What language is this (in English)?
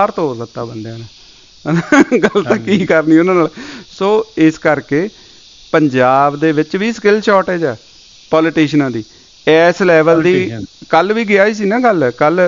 Punjabi